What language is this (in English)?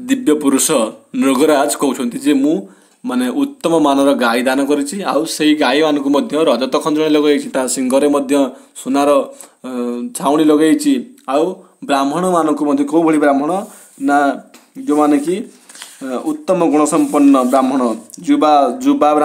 Odia